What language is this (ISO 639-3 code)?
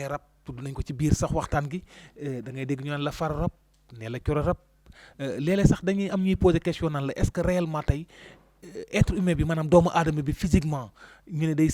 wol